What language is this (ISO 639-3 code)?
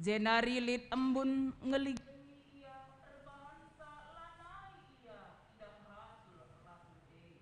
btx